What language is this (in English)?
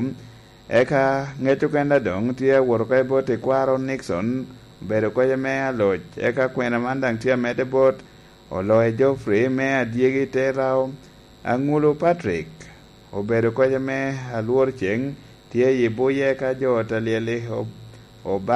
Lango (Uganda)